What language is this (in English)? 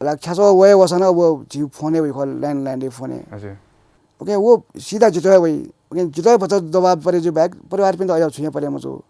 Newari